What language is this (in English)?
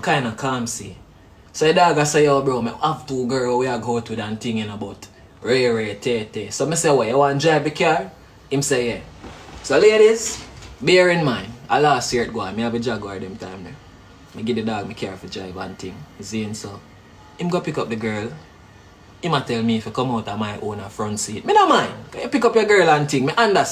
Jamaican Creole English